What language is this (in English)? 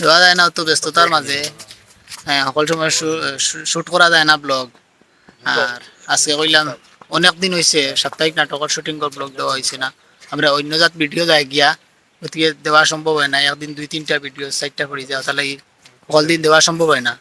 Sylheti